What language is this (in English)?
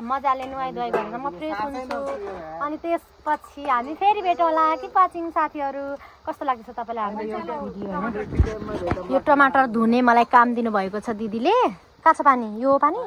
Nepali